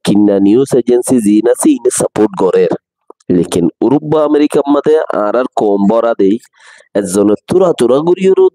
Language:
Rohingya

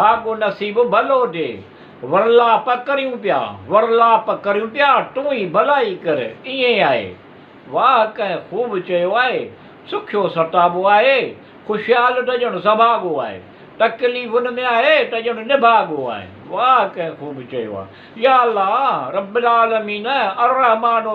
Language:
Sindhi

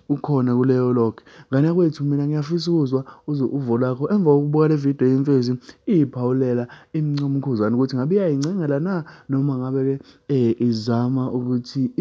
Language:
Zulu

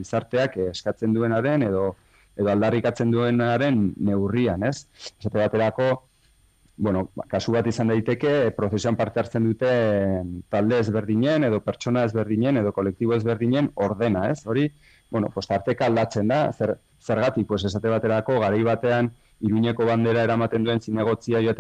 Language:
Basque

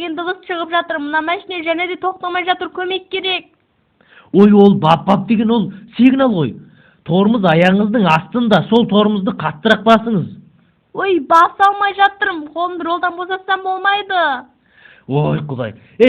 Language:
Kazakh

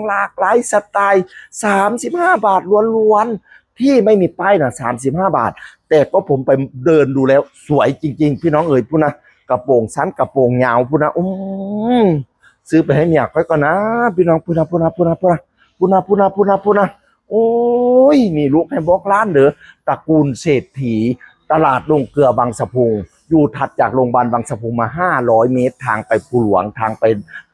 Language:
Northeastern Thai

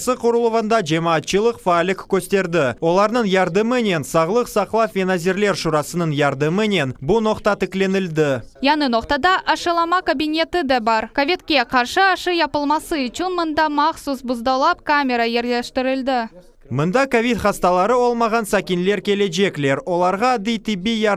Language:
Crimean Tatar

